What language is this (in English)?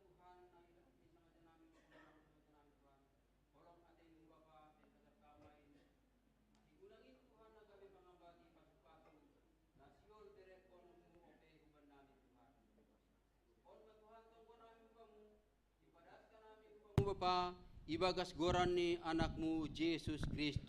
Batak Simalungun